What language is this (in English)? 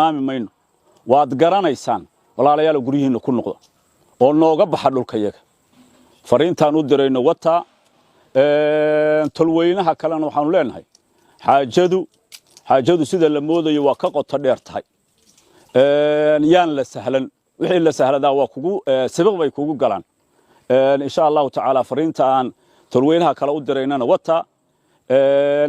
Somali